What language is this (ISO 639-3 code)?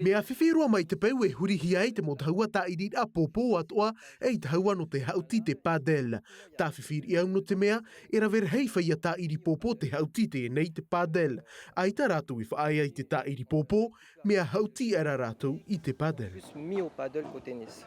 tah